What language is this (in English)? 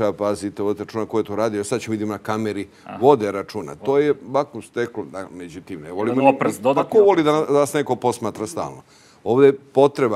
Serbian